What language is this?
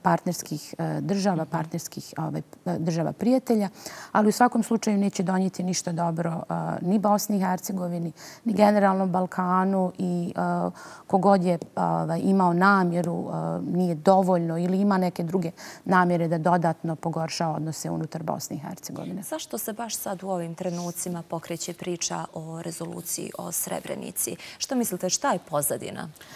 Bosnian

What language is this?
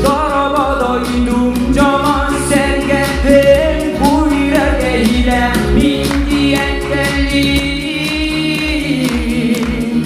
Yakut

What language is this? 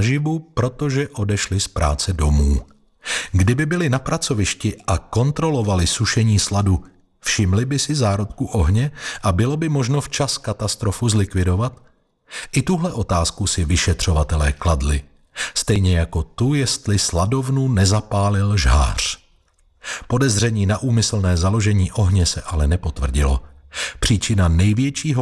Czech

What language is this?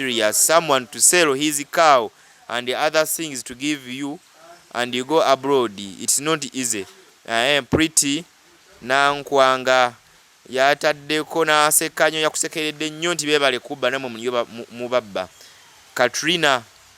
Ganda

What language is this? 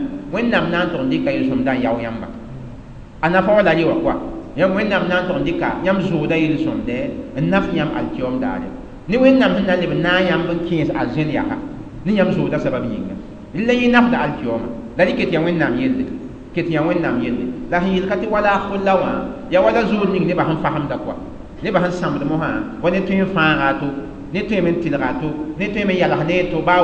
Mossi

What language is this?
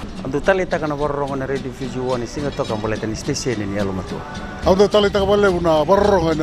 Fijian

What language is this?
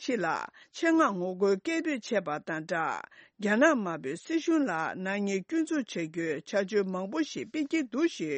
Tibetan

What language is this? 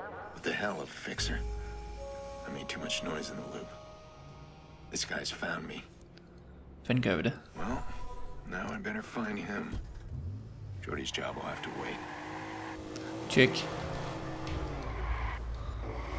Danish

